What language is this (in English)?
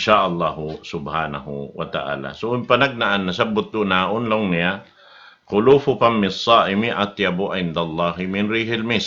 Tausug